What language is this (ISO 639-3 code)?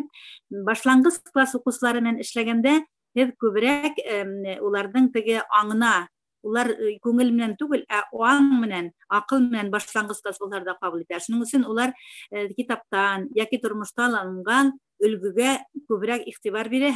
bak